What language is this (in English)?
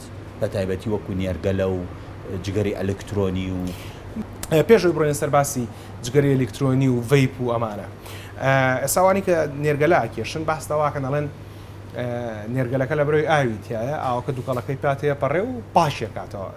Central Kurdish